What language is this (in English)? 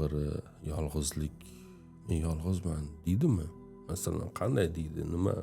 Uzbek